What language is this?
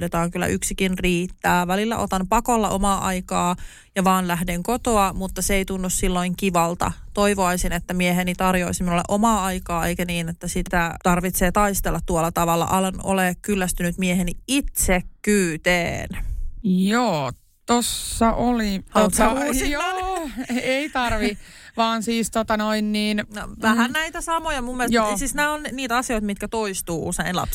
Finnish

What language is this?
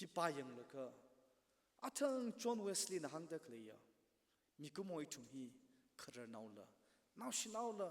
Tangkhul Naga (India)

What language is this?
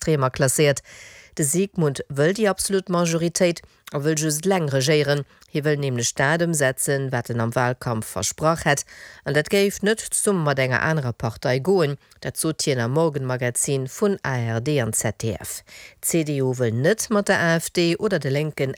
Luxembourgish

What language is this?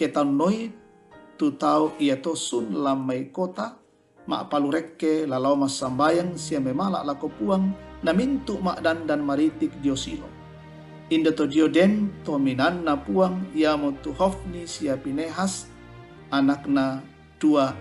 Toraja-Sa'dan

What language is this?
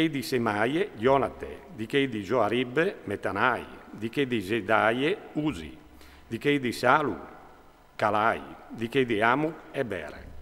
Friulian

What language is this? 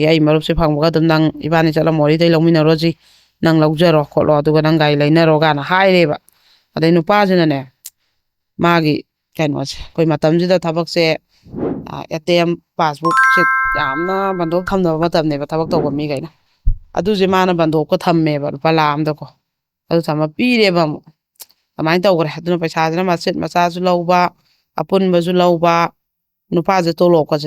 Manipuri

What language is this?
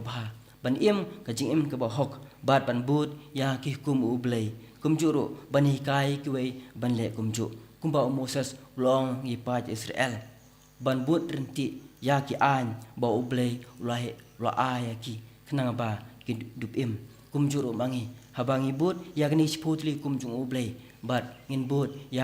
Khasi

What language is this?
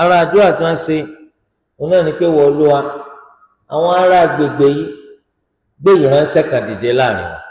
Yoruba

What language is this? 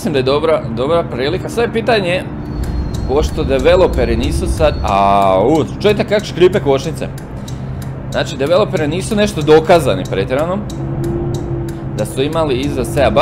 Croatian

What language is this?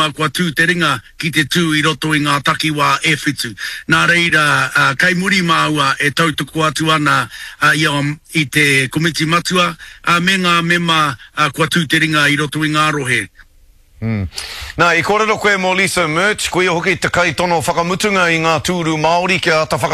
Māori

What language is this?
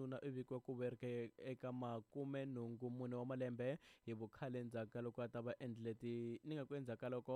Tsonga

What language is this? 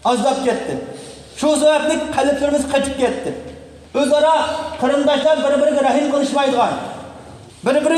Uyghur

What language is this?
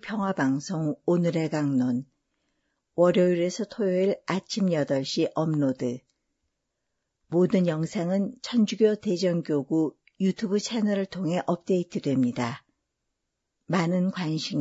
Korean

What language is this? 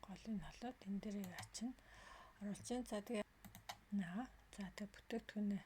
Mongolian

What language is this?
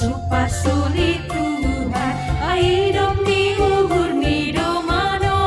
Batak Simalungun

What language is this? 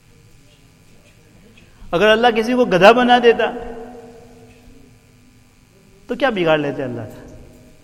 Urdu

